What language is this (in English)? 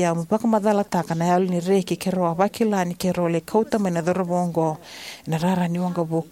Fijian